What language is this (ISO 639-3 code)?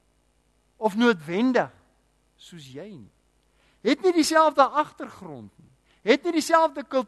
afr